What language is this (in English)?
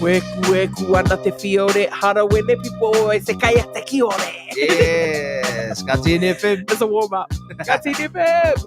Māori